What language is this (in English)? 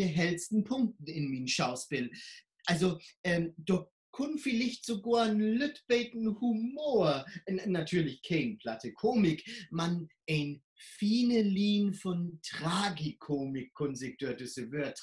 Low German